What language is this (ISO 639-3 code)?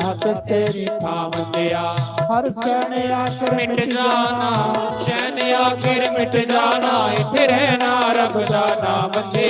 doi